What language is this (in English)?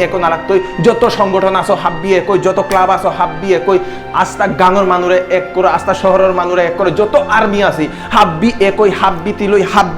Bishnupriya